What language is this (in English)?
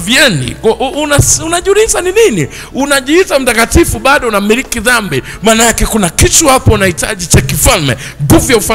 Swahili